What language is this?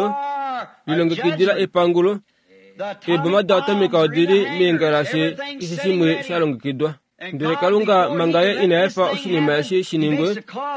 Kuanyama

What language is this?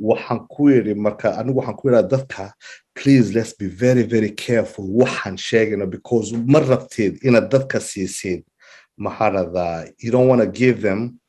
Somali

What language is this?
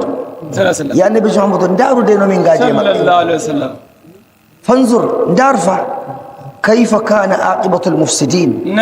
Nigerian Fulfulde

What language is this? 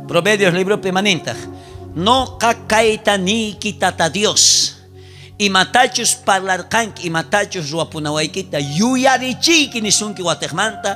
South Bolivian Quechua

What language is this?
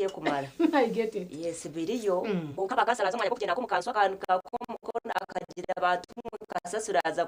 Nyankole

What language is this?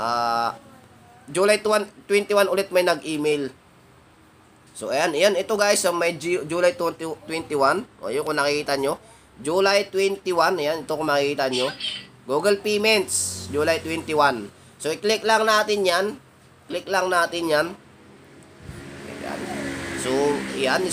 Filipino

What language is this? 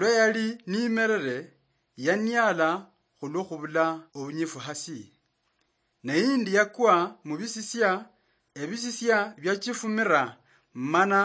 Luyia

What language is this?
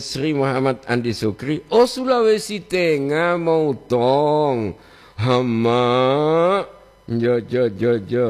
Gorontalo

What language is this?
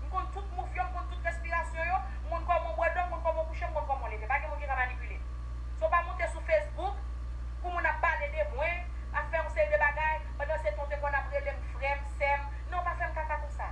Haitian Creole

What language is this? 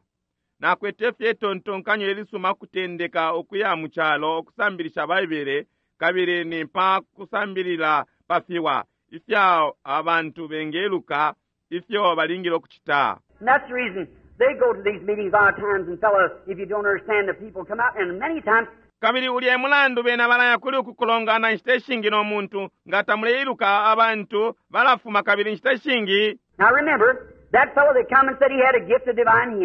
Bemba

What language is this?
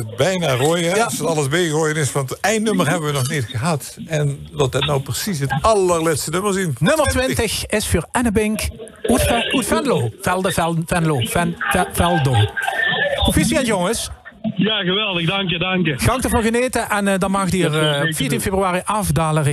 Limburgish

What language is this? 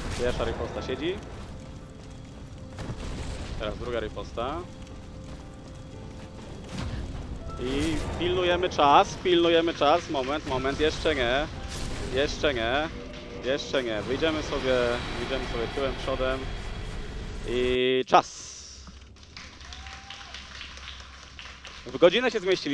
Polish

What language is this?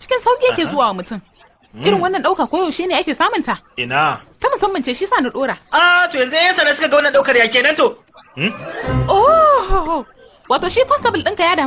Hausa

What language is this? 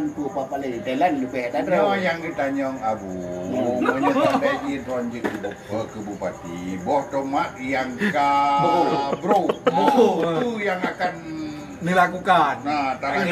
Achinese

